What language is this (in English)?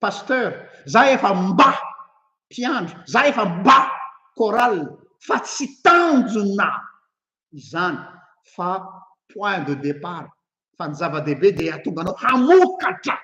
Malagasy